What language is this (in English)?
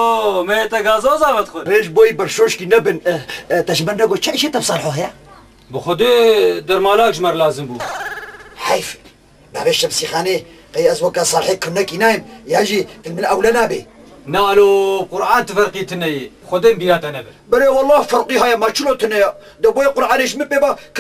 Kurdish